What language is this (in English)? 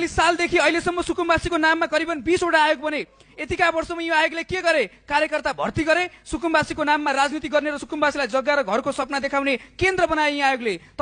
Nepali